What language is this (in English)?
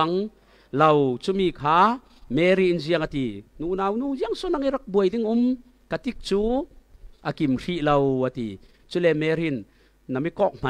Falam Chin